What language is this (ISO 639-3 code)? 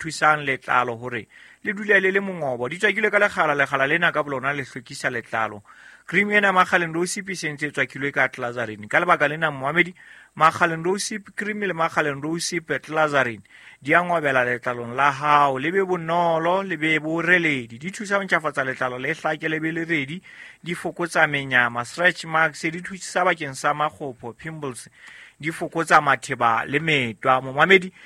sot